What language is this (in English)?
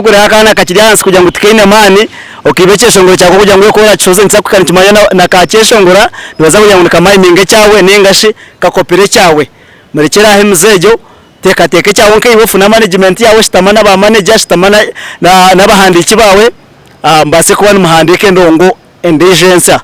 Nyankole